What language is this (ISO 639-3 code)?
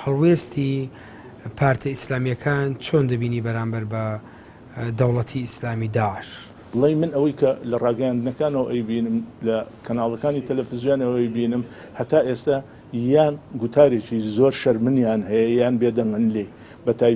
ckb